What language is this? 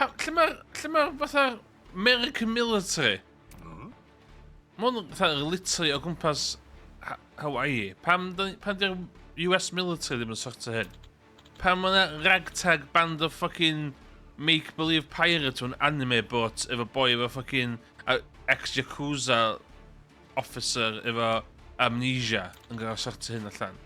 Welsh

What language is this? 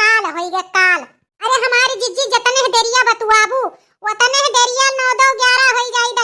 Awadhi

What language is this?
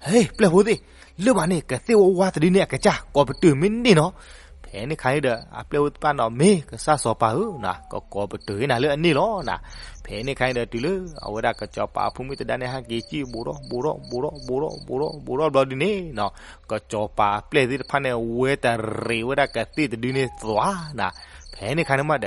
S'gaw Karen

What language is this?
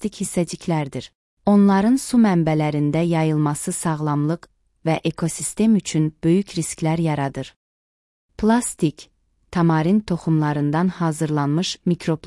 Azerbaijani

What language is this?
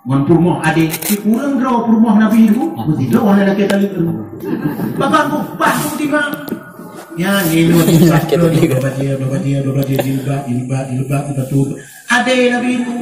Achinese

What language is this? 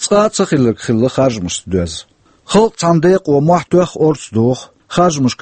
Chechen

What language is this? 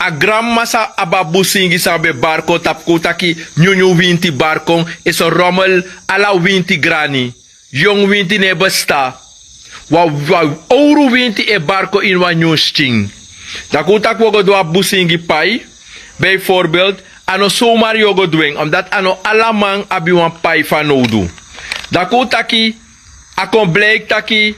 Sranan Tongo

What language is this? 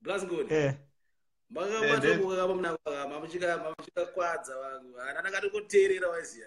Shona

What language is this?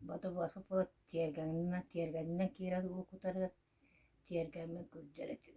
Yakut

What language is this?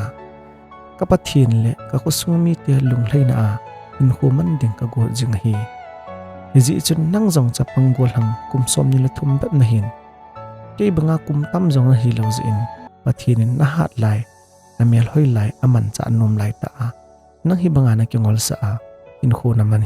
Thado Chin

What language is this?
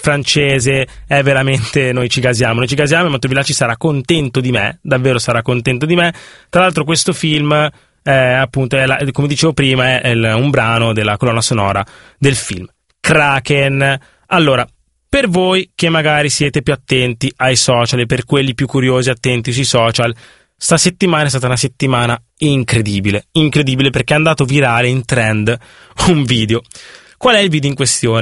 Italian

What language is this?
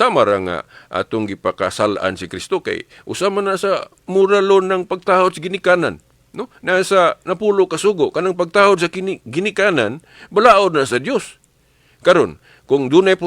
Cebuano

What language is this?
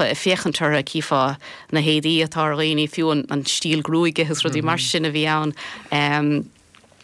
Irish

